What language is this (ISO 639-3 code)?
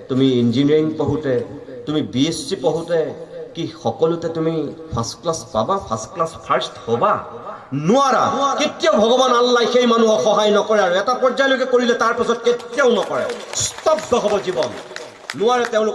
asm